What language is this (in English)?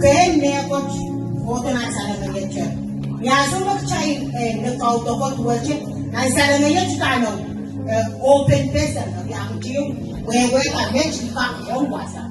Pohnpeian